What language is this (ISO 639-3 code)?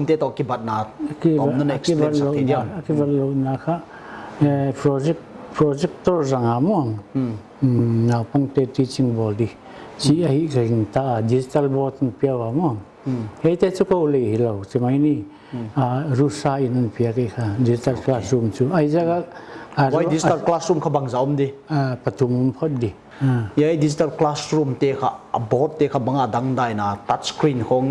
pck